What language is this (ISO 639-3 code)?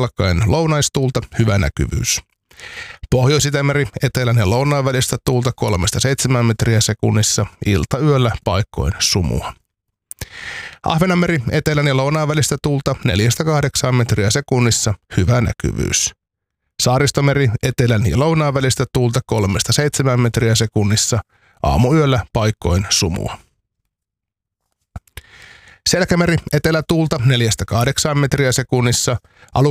fin